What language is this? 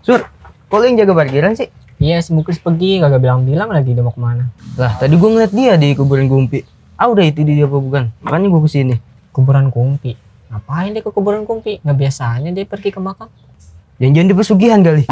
Betawi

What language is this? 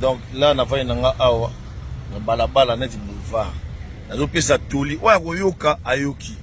Lingala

